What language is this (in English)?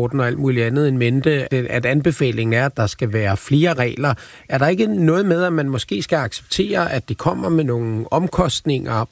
Danish